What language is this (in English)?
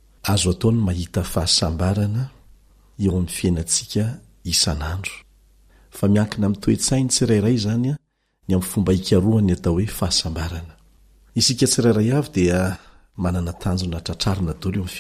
Malagasy